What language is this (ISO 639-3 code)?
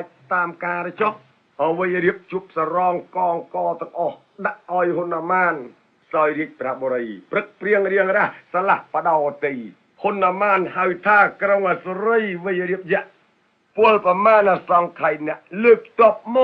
khm